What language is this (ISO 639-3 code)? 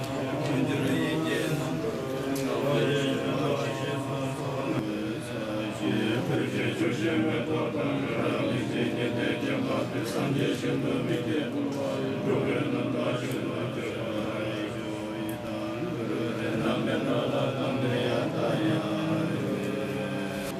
bod